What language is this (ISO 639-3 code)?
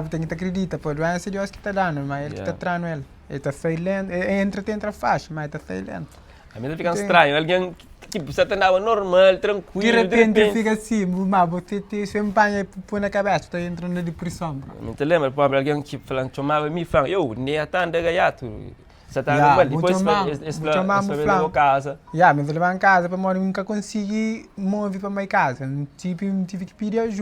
kea